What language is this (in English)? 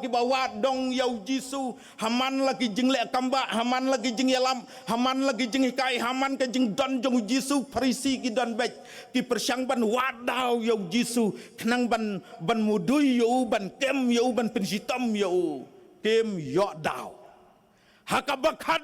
Khasi